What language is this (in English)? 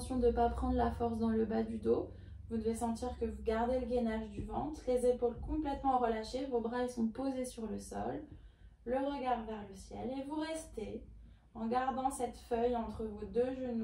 French